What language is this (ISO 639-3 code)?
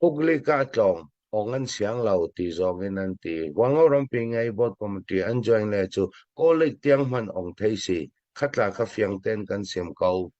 cfm